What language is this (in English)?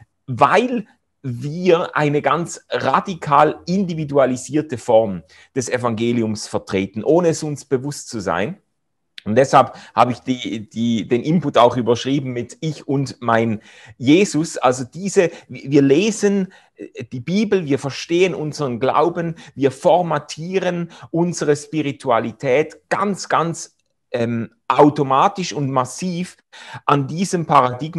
Swiss German